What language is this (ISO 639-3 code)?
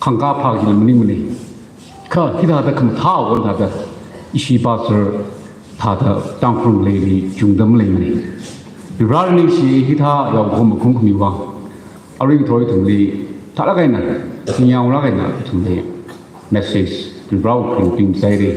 nmf